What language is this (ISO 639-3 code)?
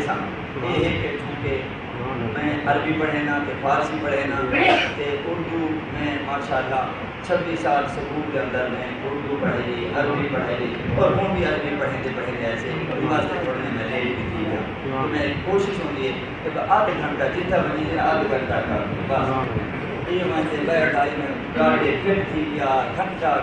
skr